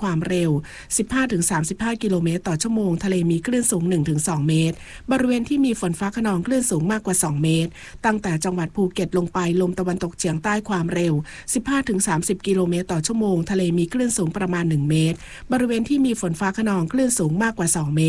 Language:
Thai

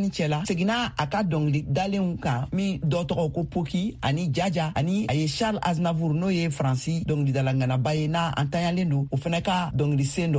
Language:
Bambara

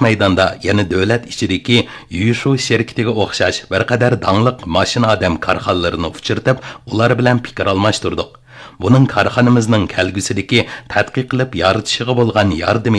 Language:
Uyghur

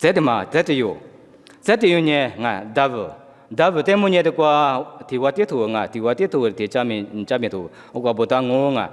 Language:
Lisu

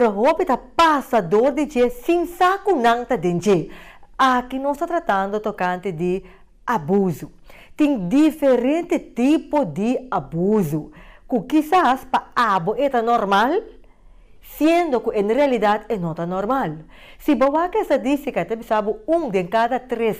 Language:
Papiamento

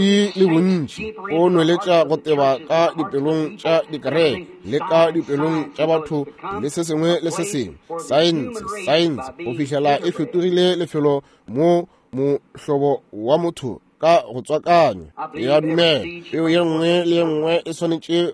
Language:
Northern Sotho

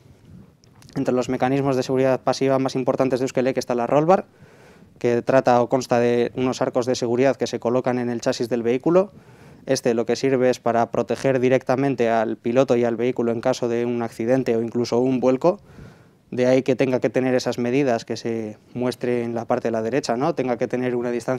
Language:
Spanish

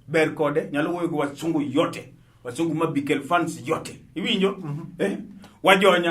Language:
Luo (Kenya and Tanzania)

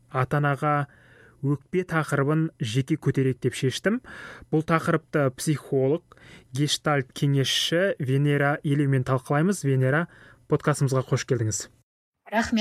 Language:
Kazakh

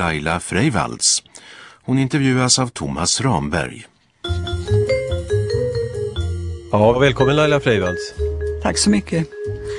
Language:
Swedish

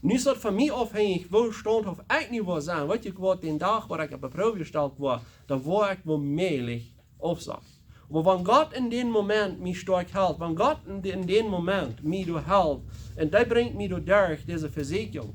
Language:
Plautdietsch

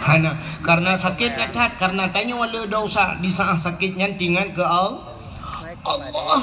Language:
Achinese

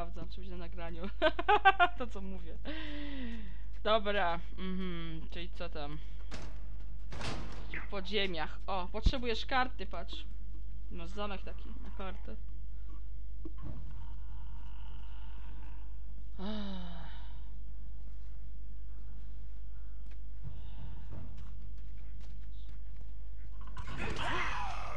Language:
Polish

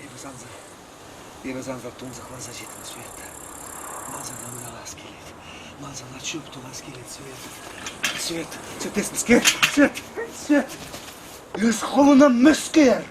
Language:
Chuvash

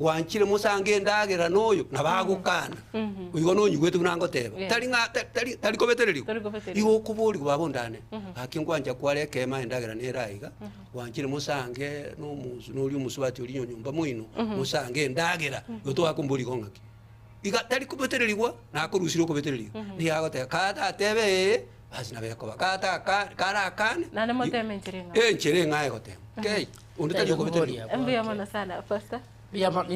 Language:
Gusii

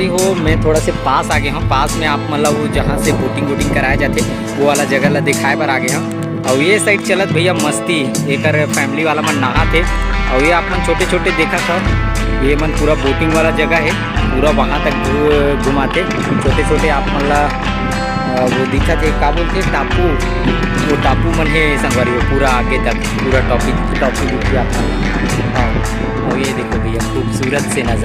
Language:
Chhattisgarhi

